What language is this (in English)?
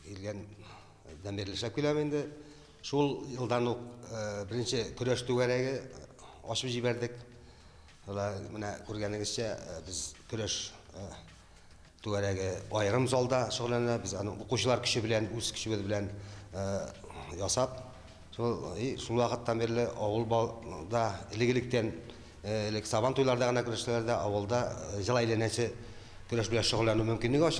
Tatar